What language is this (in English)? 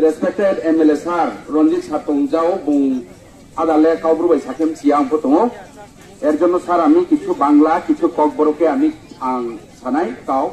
Riang (India)